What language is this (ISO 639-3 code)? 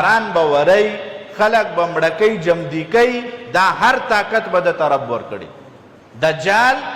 pus